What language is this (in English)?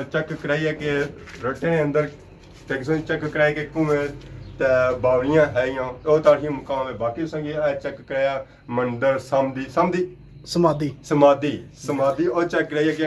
Pahari-Potwari